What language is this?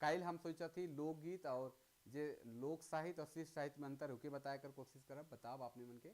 Sadri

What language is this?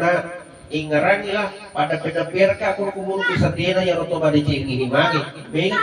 Buginese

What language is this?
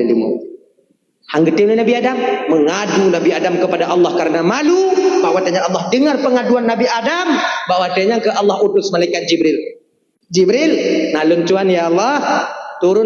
Achinese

